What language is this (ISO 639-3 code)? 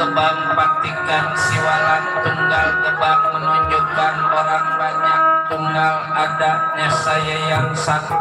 bew